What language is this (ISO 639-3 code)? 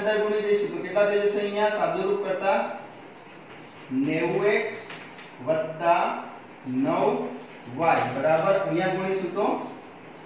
guj